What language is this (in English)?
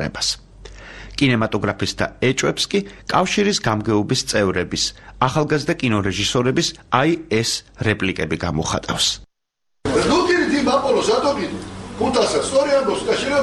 Georgian